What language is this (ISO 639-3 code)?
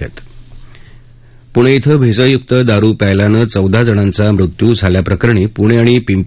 mar